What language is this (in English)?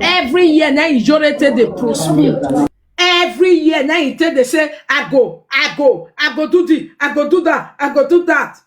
Nigerian Pidgin